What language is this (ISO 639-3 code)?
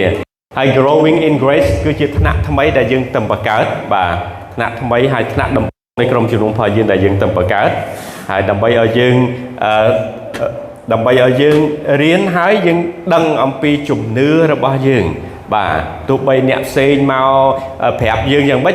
khm